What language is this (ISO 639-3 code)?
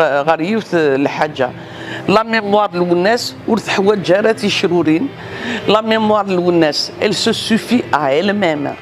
kab